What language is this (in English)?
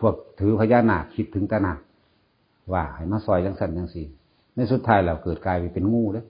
Northeastern Thai